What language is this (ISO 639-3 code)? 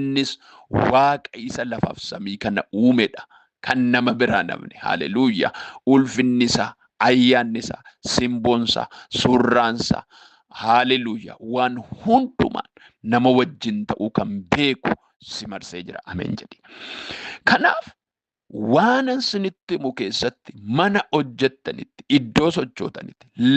orm